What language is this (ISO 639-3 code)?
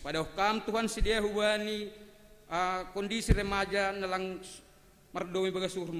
bts